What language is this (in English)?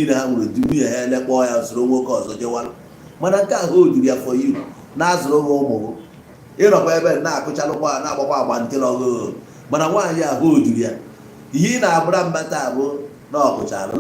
Igbo